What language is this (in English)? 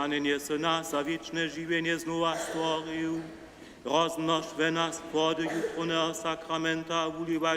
Upper Sorbian